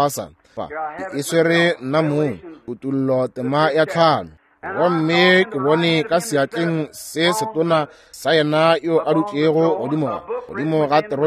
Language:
Northern Sotho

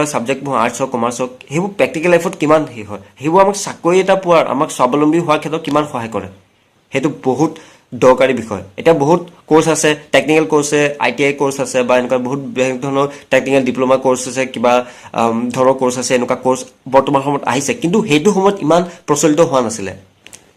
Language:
Assamese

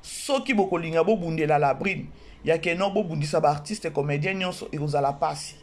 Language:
Lingala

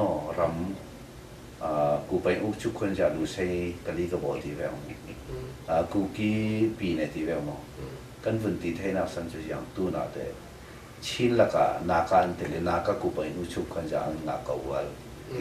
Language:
Falam Chin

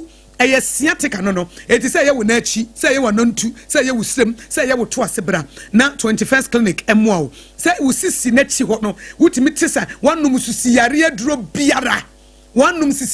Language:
Akan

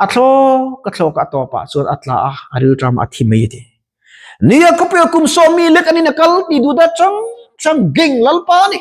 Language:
Mizo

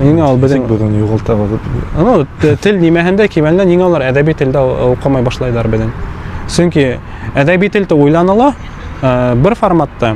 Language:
Bashkir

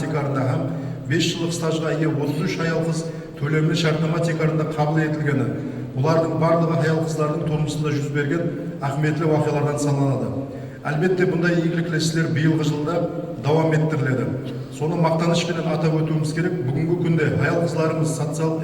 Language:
Kara-Kalpak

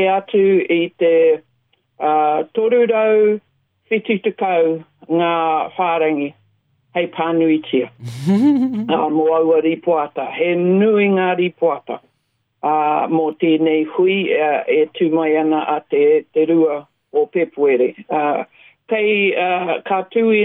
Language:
Māori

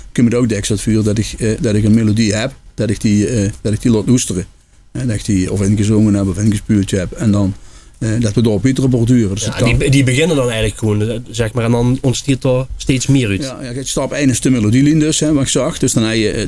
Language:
Limburgish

